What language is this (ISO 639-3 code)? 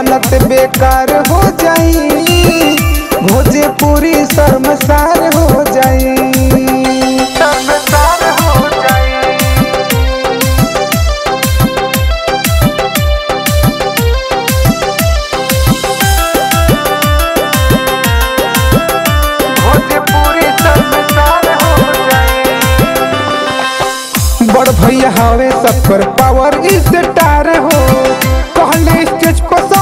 bho